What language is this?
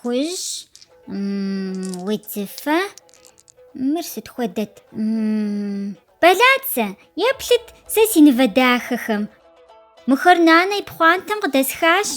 Kabardian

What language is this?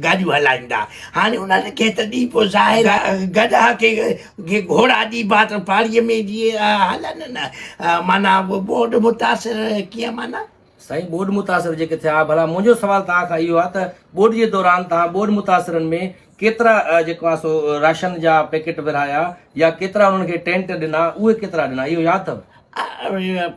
Sindhi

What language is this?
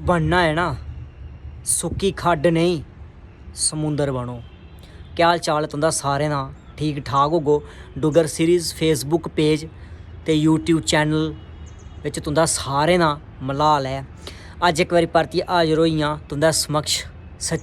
Dogri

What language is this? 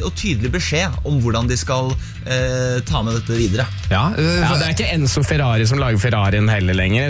Norwegian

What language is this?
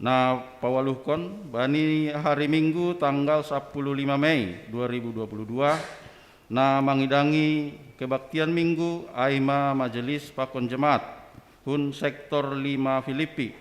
Batak Simalungun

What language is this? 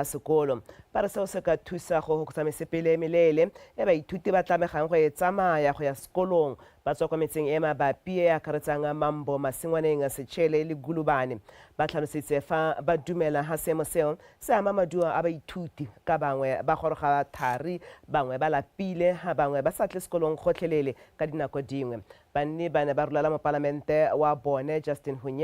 Tswana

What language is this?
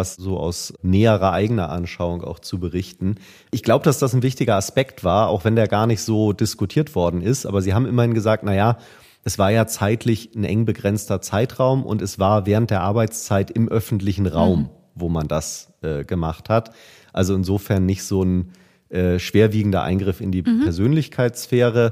German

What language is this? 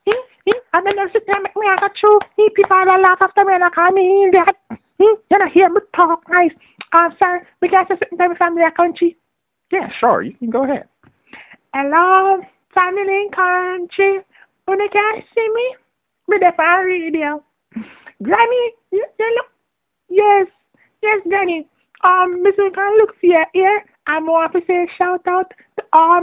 Jamaican Creole English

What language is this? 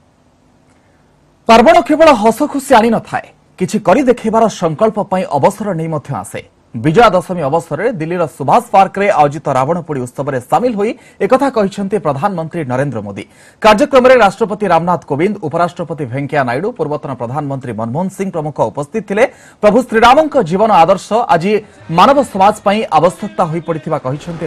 Odia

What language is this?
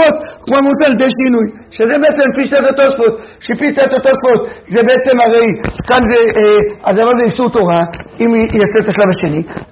Hebrew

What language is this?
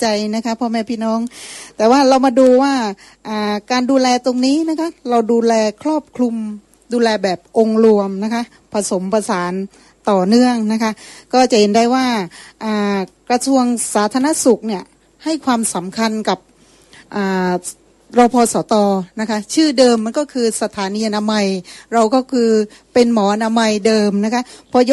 Thai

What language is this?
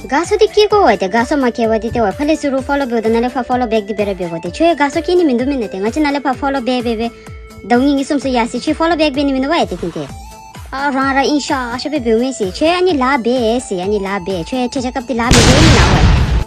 Tibetan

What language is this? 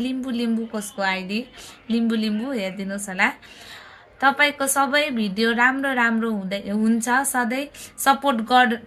Nepali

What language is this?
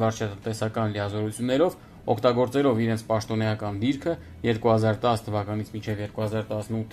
Armenian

